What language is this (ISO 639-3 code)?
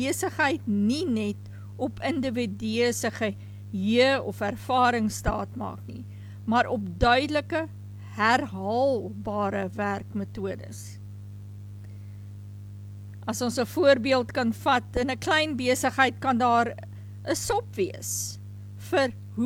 afr